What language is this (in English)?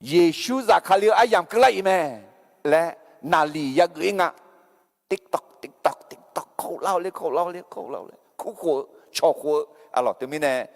Akha